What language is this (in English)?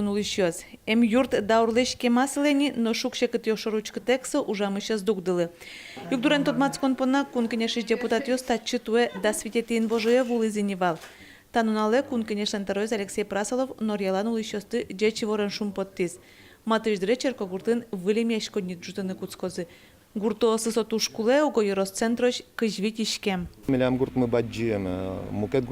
Udmurt